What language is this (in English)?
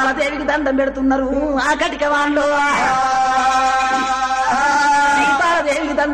Telugu